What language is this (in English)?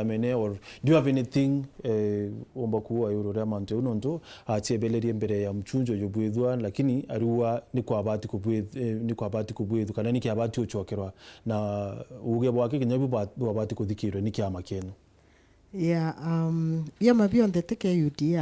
Meru